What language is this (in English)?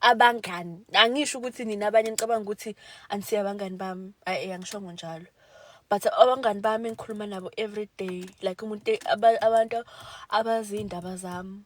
Zulu